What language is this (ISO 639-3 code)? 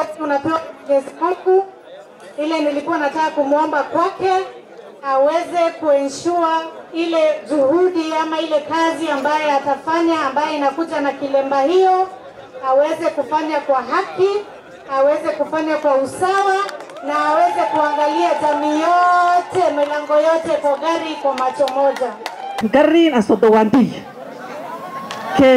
swa